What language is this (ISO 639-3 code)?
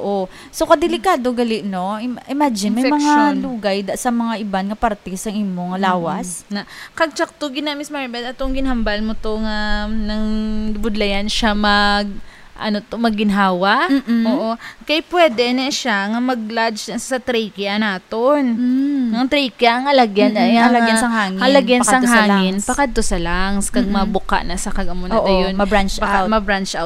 hil